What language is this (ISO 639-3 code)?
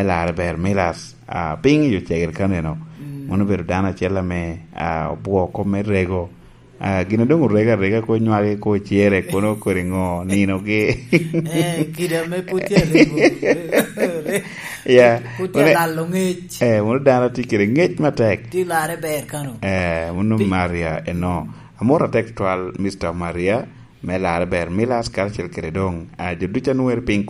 laj